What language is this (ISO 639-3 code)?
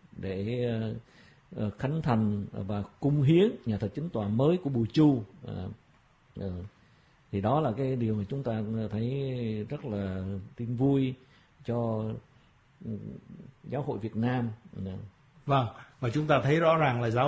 vie